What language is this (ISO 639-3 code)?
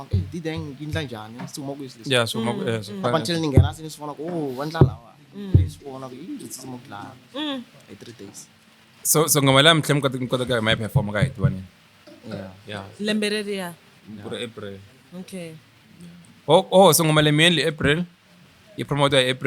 tso